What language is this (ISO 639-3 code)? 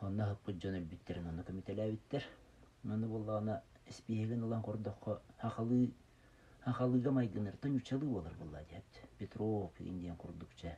sah